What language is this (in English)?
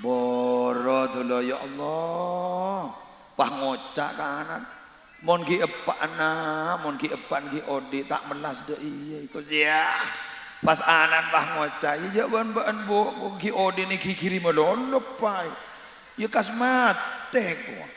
Madurese